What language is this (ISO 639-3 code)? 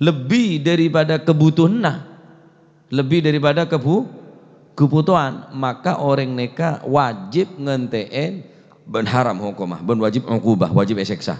mad